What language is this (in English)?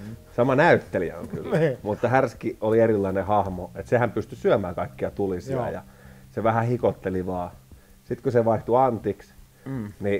Finnish